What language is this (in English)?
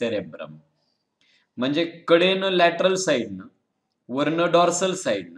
Marathi